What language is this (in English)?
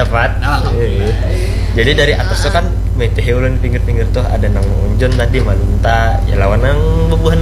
Banjar